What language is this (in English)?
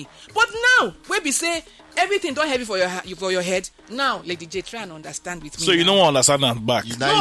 Nigerian Pidgin